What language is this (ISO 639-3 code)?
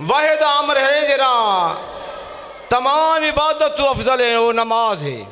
skr